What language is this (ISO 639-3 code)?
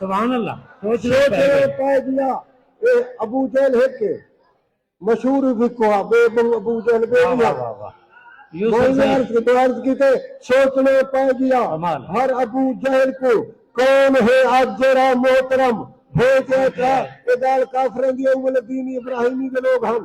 skr